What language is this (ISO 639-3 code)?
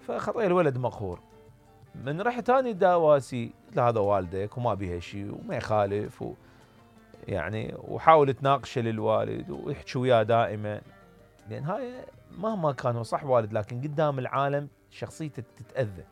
acm